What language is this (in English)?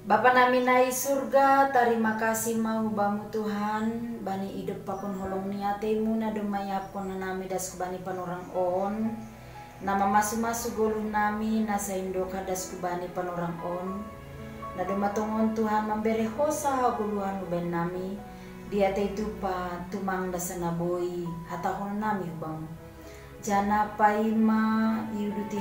Batak Simalungun